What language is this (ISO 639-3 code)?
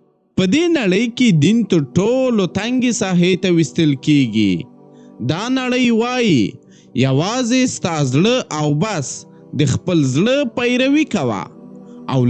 pus